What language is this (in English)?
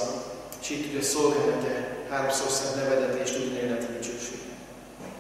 Hungarian